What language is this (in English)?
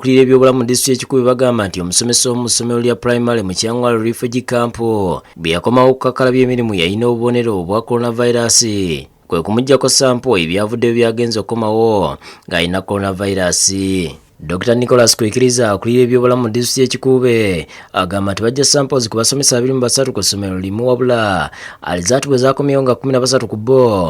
Ganda